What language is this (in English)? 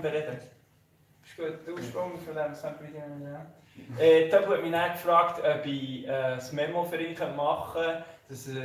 Swiss German